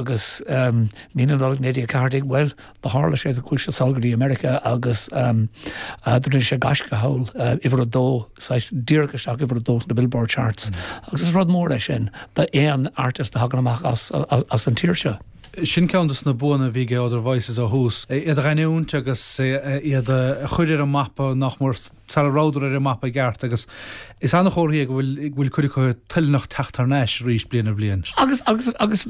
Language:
Irish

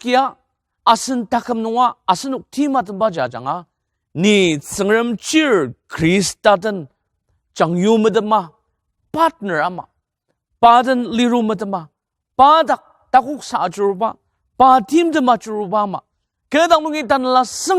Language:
Ao Naga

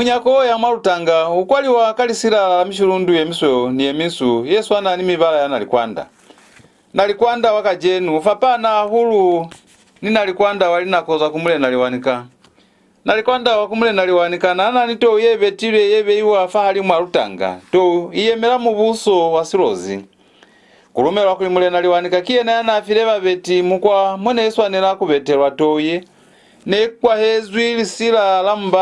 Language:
Lozi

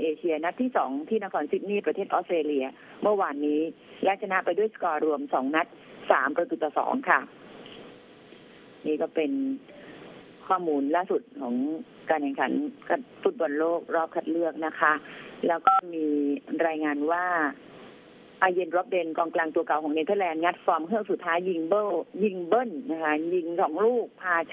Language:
Thai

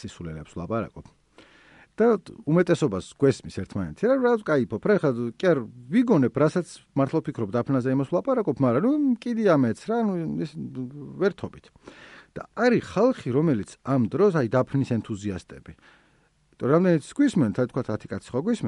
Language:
Georgian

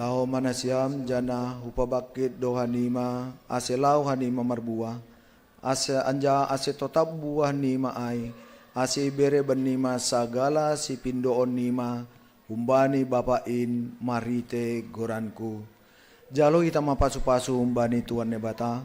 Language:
Batak Simalungun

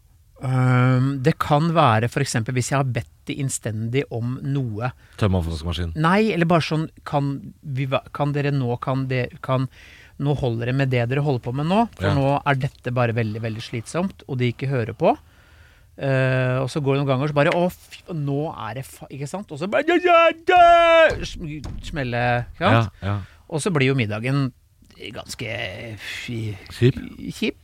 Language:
Norwegian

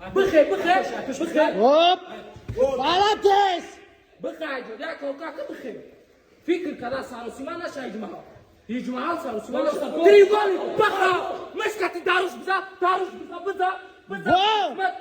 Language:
Tajik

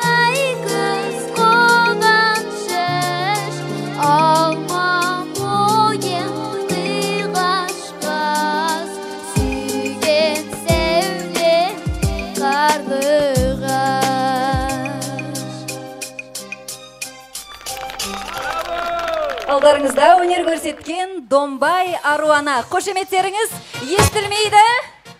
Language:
Kazakh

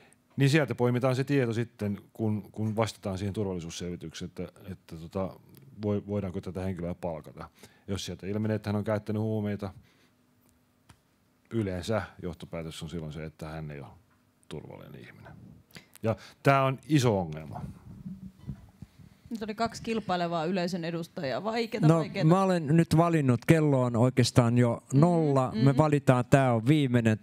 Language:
Finnish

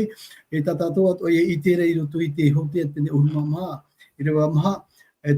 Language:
Tahitian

